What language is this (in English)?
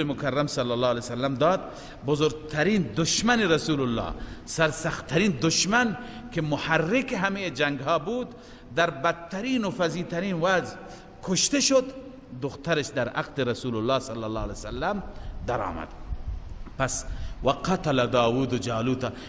Persian